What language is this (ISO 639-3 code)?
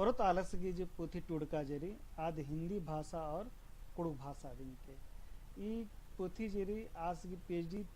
kru